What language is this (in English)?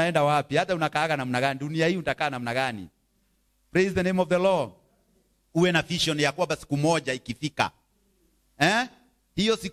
Swahili